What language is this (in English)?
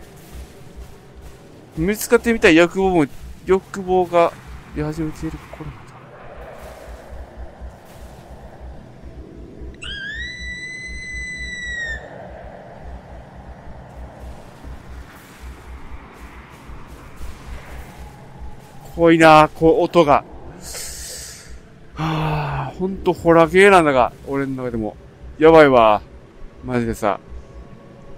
Japanese